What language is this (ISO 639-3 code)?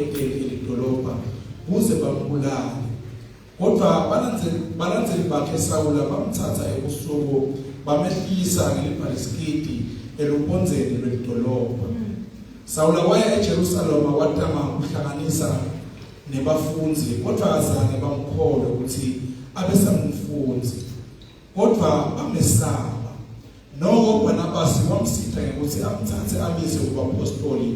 ssw